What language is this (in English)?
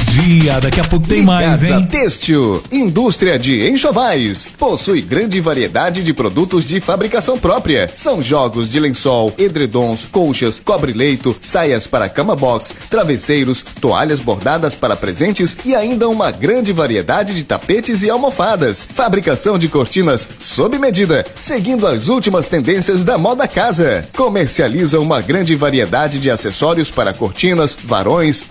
Portuguese